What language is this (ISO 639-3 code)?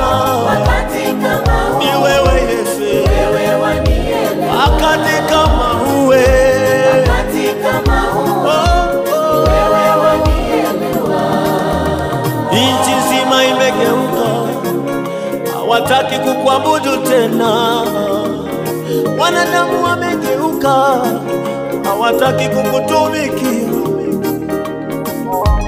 swa